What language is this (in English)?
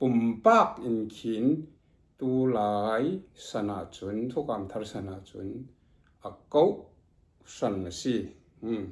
Falam Chin